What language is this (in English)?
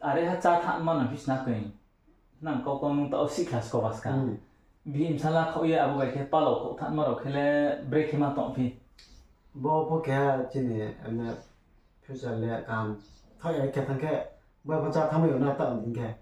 Riang (India)